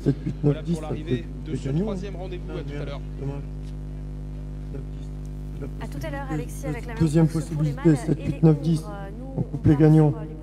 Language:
French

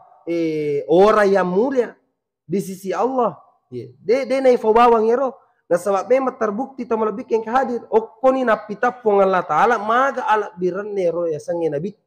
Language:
Buginese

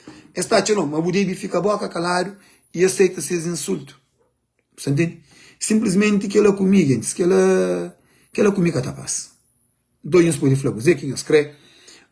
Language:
Kabuverdianu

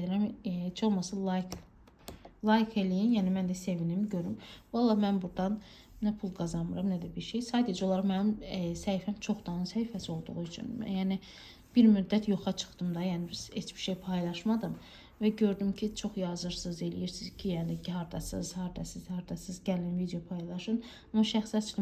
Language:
Azerbaijani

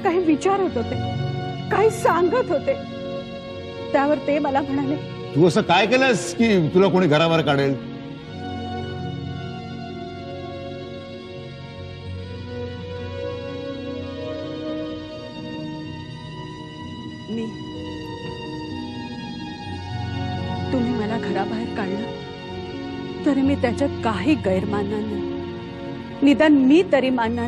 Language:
Marathi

